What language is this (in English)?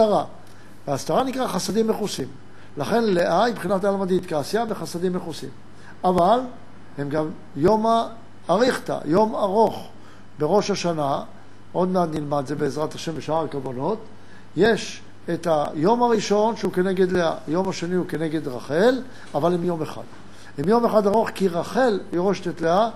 Hebrew